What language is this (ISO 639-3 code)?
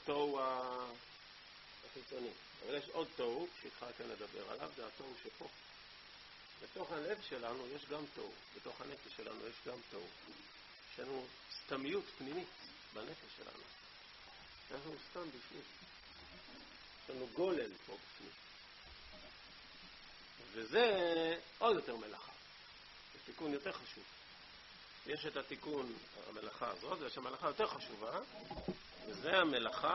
heb